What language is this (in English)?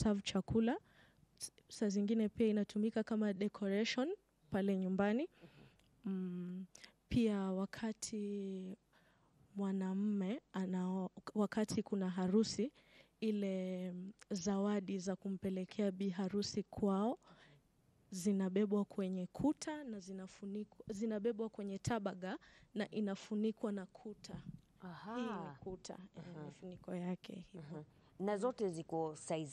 Swahili